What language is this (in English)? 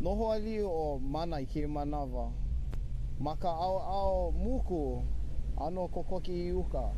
Hawaiian